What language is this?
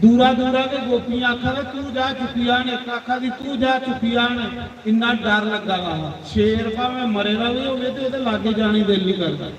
Dogri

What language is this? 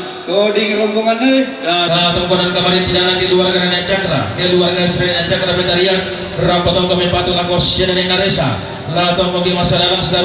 Toraja-Sa'dan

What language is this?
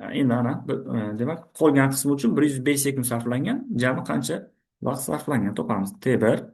Uzbek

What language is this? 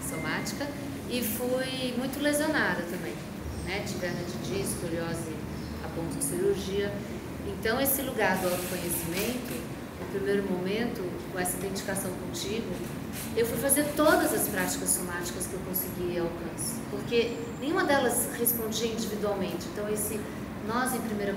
Portuguese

